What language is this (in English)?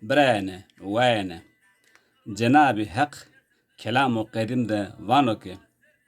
Zaza